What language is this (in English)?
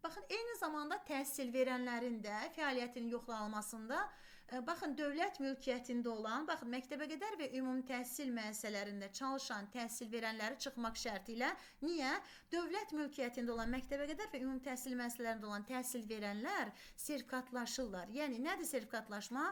Azerbaijani